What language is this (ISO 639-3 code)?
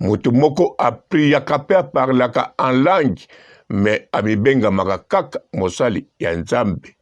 lin